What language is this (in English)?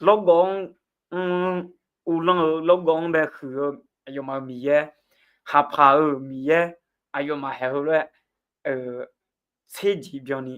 Akha